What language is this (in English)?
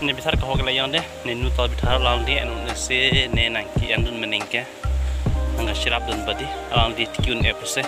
Karbi